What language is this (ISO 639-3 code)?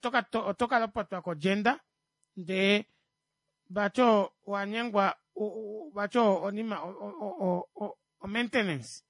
kua